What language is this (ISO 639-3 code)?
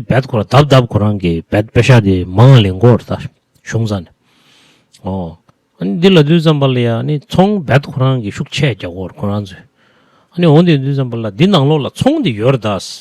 bod